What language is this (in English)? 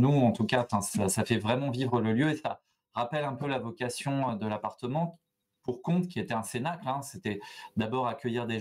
French